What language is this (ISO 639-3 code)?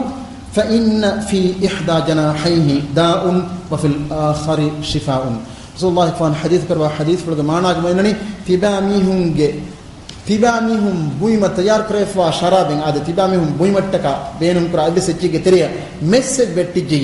div